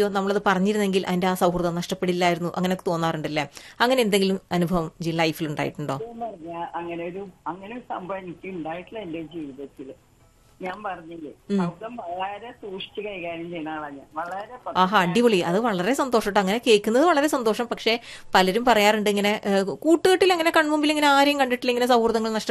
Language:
Malayalam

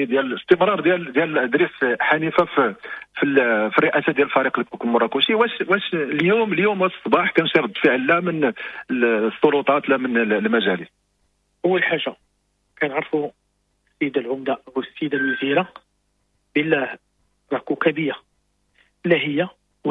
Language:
Moroccan Arabic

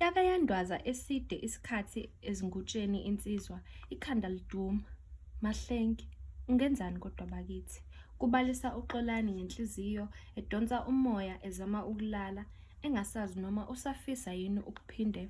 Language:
Zulu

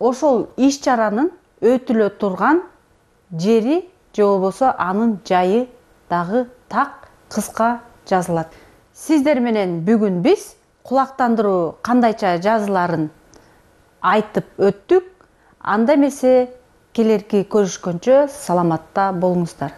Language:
Kyrgyz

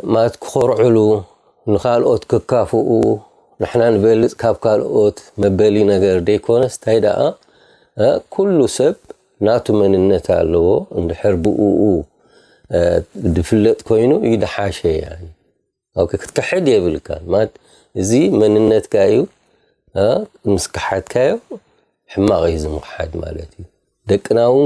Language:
Tigrinya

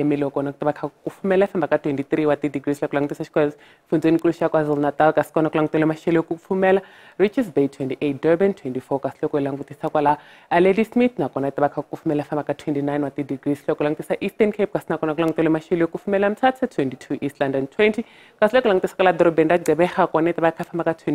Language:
Tsonga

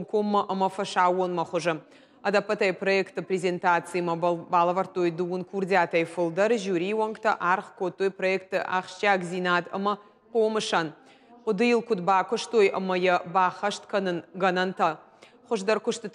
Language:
Ossetic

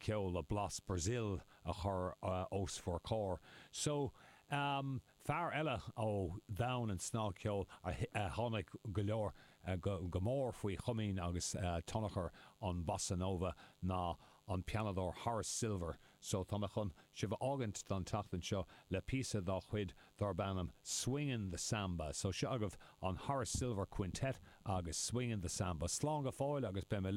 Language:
Irish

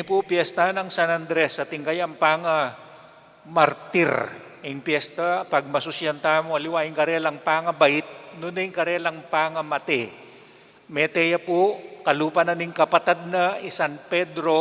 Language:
Pampanga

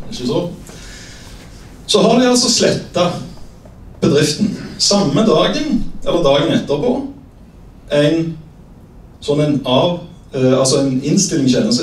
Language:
Norwegian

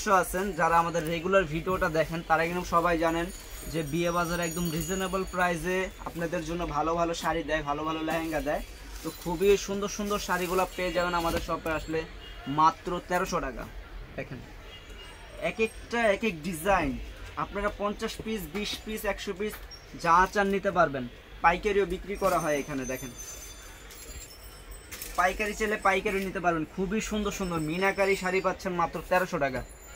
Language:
Bangla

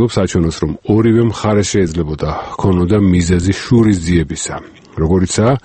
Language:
Georgian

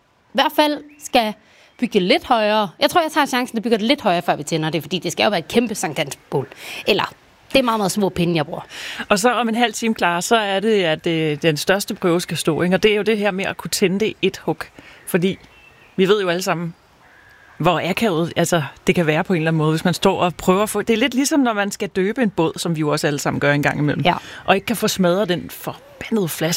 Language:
Danish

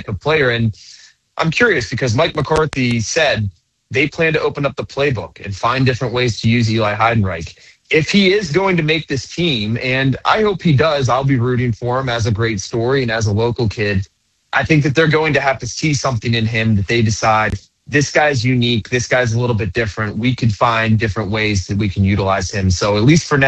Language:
English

